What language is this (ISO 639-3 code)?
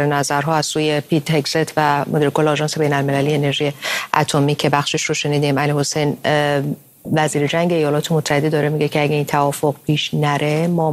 fas